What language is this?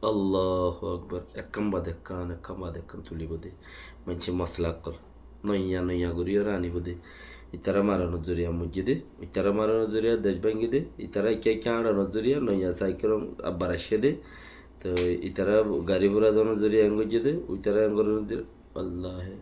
Rohingya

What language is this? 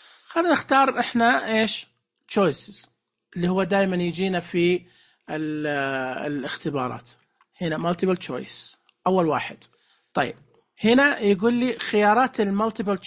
Najdi Arabic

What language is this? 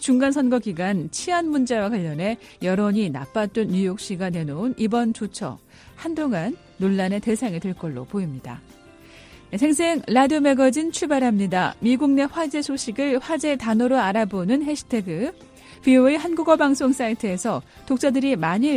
Korean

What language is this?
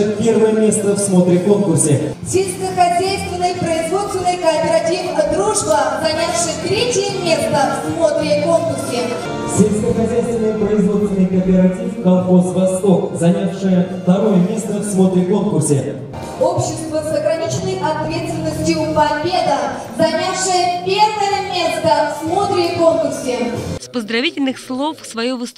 Russian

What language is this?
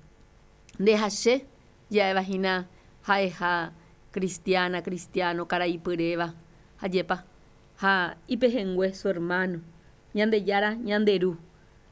Guarani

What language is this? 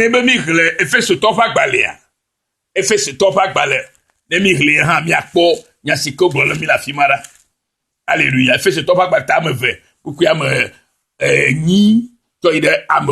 Ewe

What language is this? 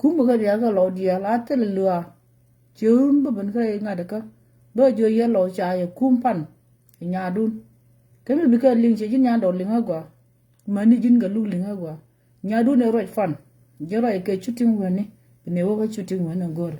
Nuer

